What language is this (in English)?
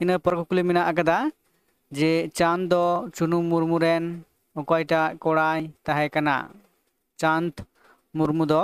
Santali